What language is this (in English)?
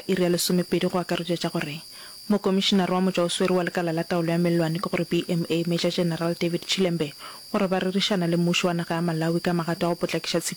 Northern Sotho